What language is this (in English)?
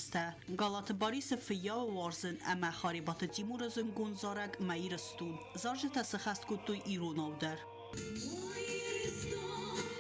Ossetic